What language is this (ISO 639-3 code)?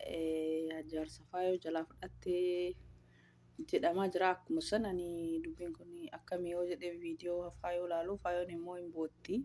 orm